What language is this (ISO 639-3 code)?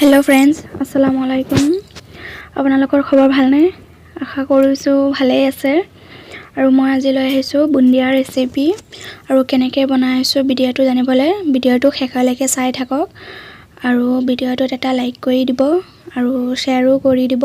asm